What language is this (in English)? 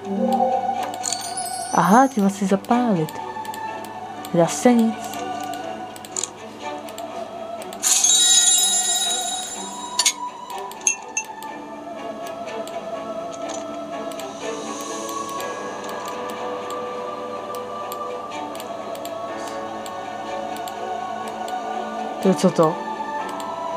Czech